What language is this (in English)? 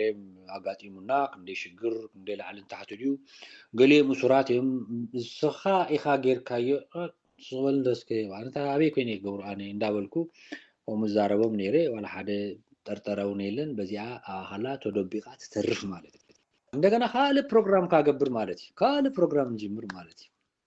Tigrinya